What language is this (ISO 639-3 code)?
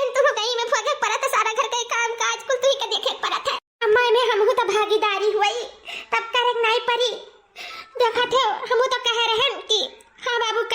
awa